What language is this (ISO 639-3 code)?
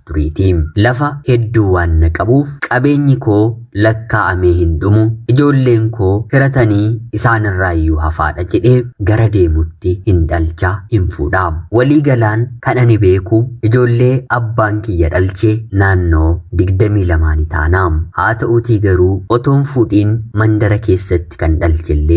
orm